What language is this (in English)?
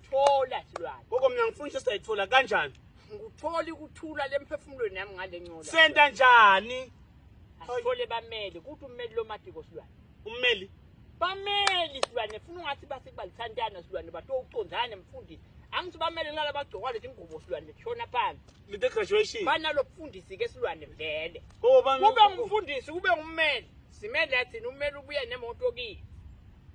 Swati